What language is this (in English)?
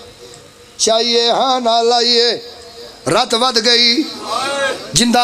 Pahari-Potwari